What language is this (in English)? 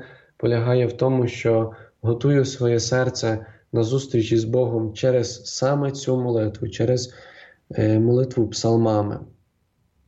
Ukrainian